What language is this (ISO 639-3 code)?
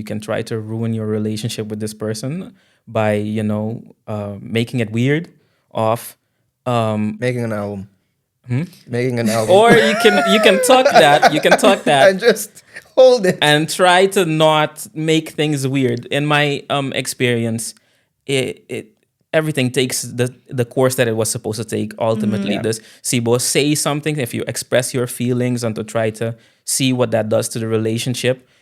pap